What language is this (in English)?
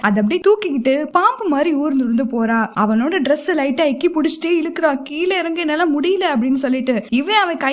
Tamil